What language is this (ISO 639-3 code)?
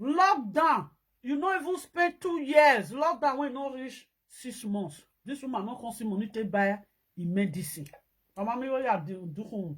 pcm